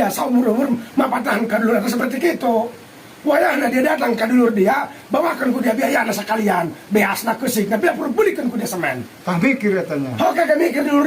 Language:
Sundanese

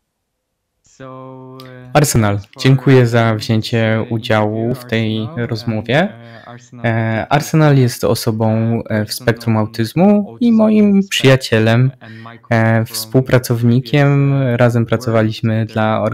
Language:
Polish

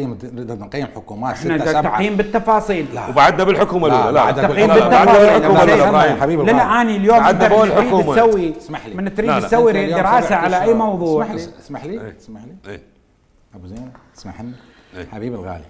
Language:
Mesopotamian Arabic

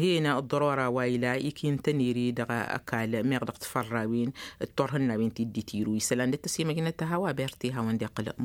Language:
Tamasheq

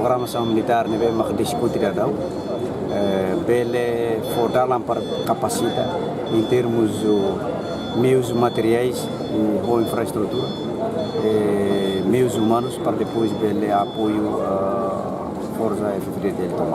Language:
Tetum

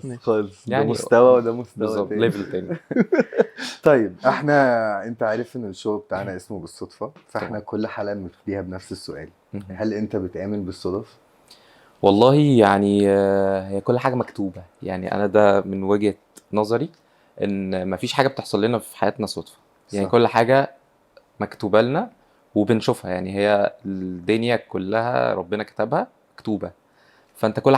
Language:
Egyptian Arabic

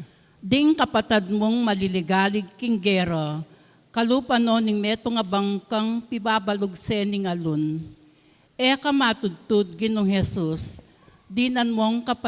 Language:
Pampanga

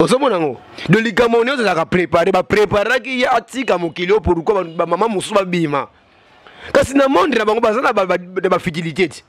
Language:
Lingala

